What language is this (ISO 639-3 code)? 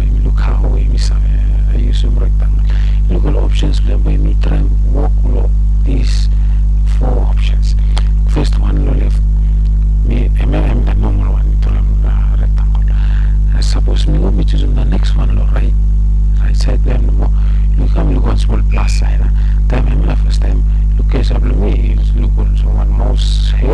bis